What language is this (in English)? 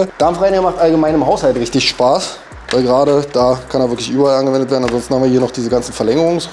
German